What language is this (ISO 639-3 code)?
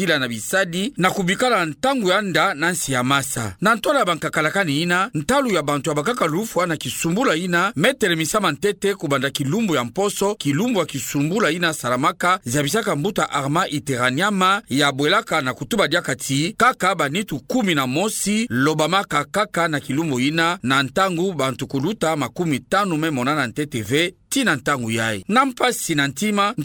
ktu